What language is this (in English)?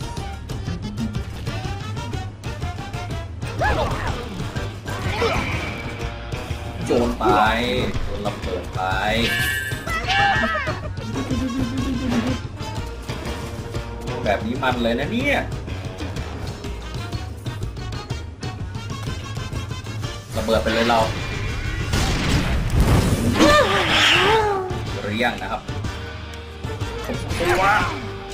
Thai